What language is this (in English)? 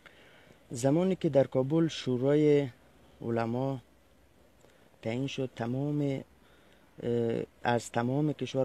Persian